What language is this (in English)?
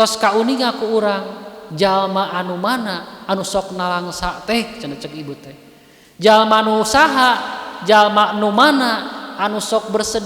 Sundanese